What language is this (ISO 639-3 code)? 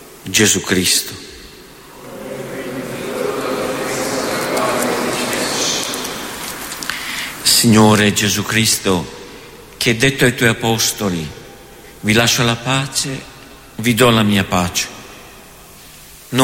ita